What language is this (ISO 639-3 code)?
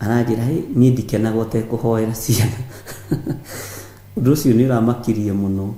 kik